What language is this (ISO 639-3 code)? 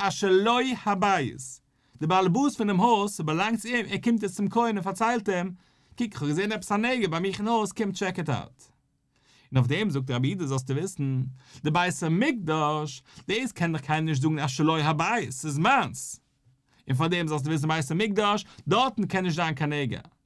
yid